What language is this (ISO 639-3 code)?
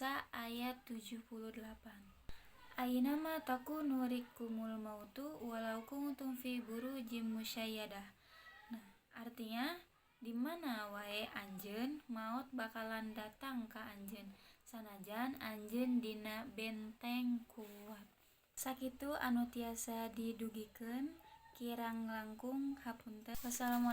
sun